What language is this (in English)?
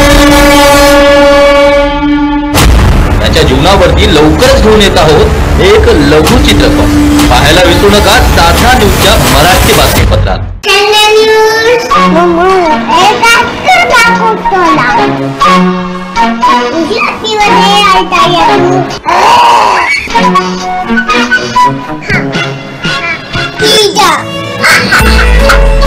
Marathi